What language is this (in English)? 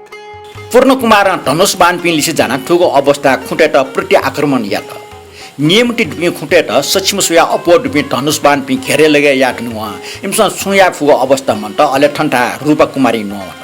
Newari